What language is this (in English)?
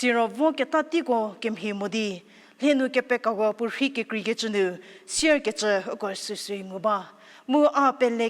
Angami Naga